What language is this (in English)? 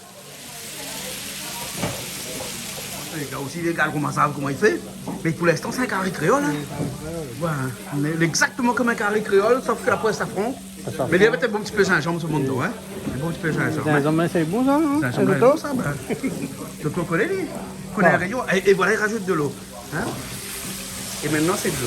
Réunion Creole French